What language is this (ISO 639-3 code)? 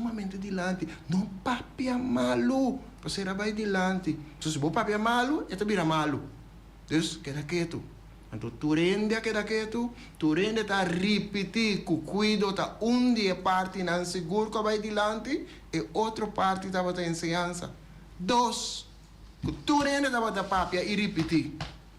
pap